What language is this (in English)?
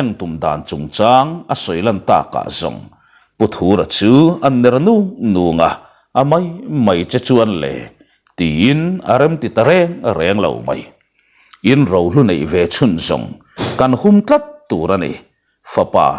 Mizo